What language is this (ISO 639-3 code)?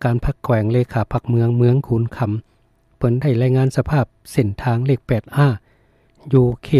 lao